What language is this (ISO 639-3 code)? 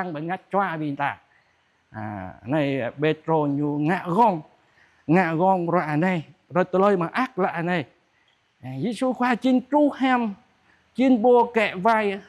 jra